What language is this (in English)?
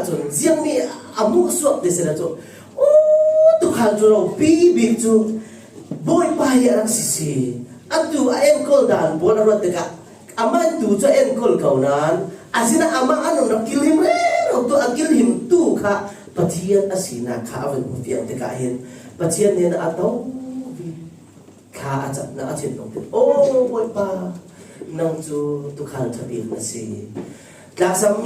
Falam Chin